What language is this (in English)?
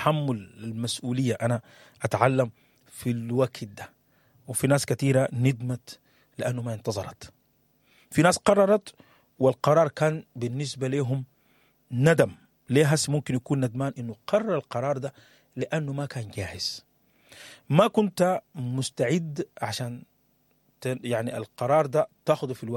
Sudanese Arabic